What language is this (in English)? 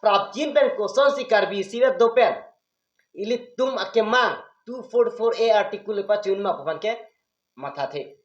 Karbi